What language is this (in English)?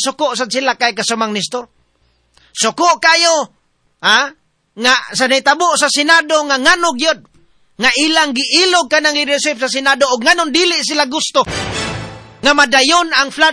Cebuano